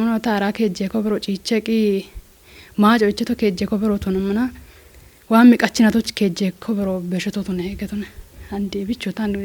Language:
Kafa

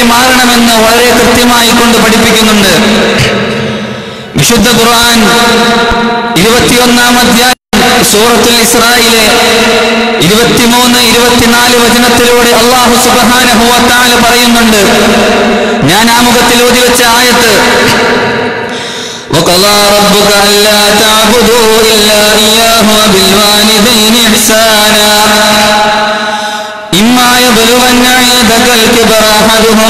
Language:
Malayalam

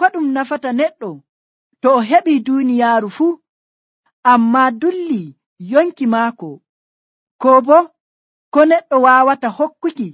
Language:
Nigerian Fulfulde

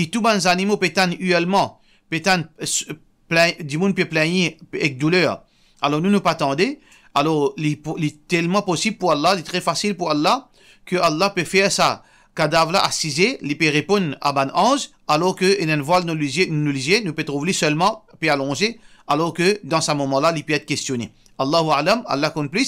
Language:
Morisyen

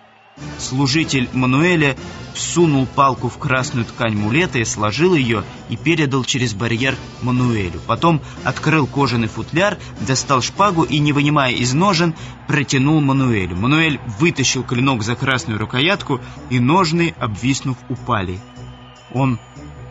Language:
Russian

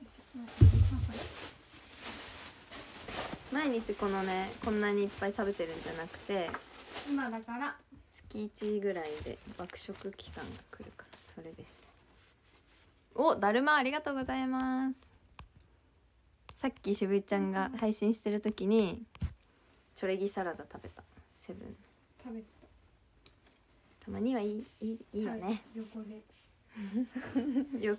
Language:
Japanese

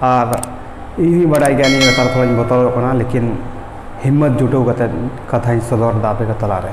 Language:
Santali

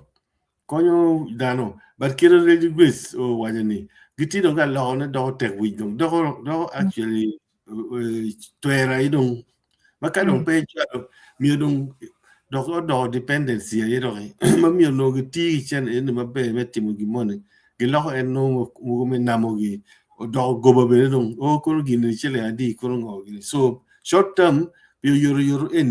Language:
Acoli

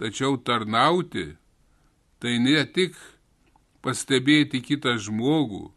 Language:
Lithuanian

